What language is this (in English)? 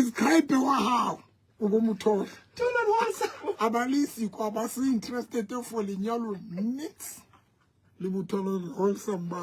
Southern Sotho